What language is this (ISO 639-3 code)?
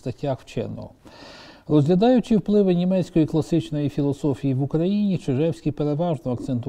ukr